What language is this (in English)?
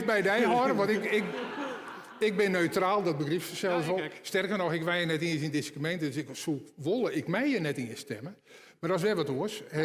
Western Frisian